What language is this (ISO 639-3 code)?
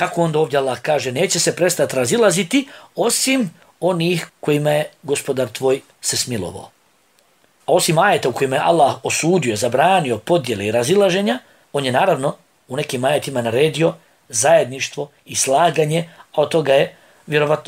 bos